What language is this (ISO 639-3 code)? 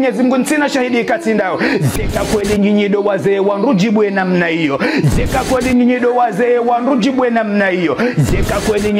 zdj